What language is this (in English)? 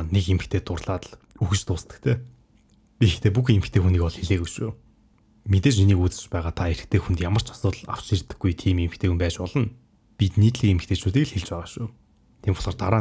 Mongolian